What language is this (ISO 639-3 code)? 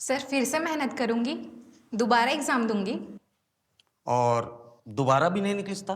hne